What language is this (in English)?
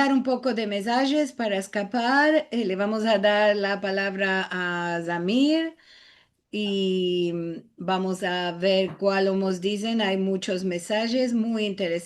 Ladino